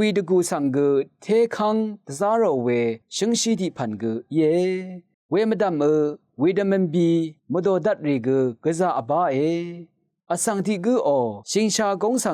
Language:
Rawang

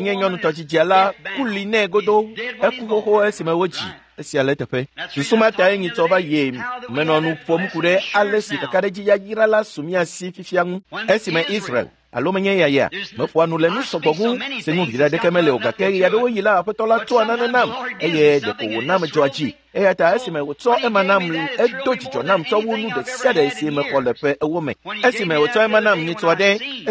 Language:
Ewe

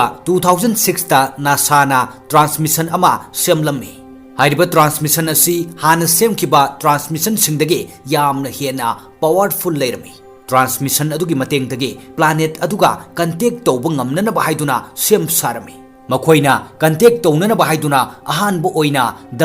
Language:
Manipuri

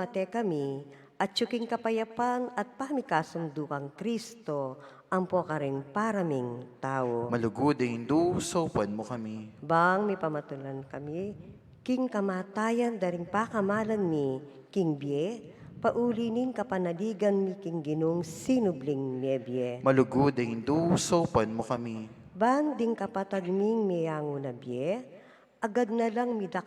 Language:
Pampanga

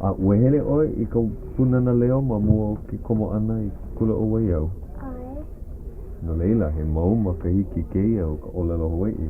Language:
Hawaiian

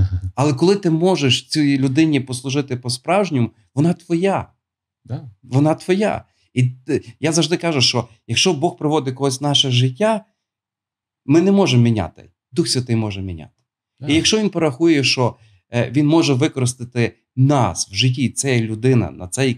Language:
Ukrainian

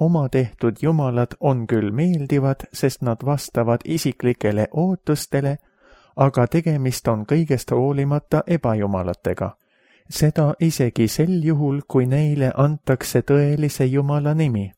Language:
Estonian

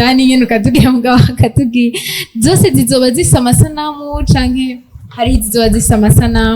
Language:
Rundi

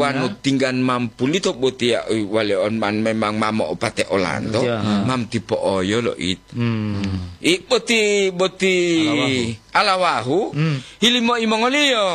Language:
Gorontalo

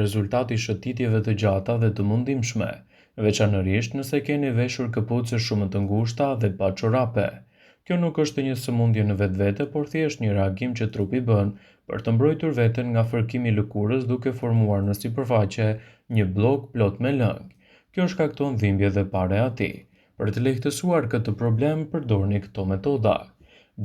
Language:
Albanian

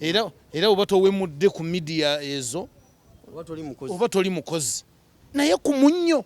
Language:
Ganda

